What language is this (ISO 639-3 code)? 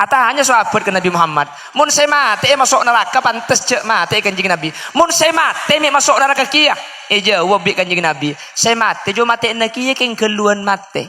mad